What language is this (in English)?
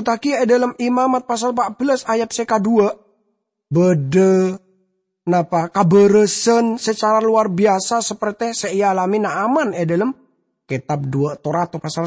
Madurese